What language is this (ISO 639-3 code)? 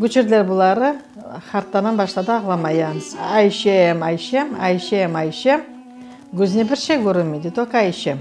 crh